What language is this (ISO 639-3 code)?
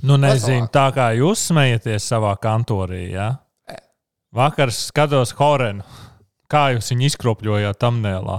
lav